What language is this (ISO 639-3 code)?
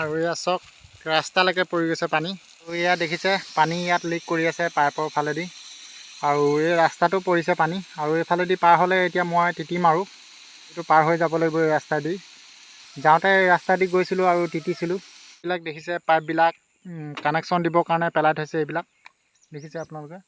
asm